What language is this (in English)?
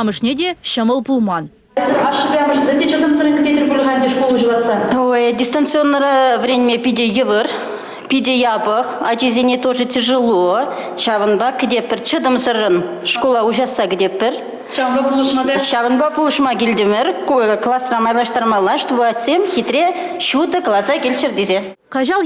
Chuvash